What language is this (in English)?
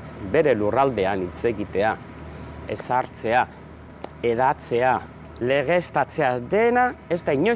Basque